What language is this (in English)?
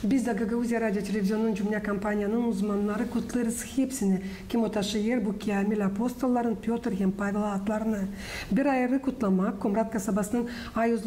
Gagauz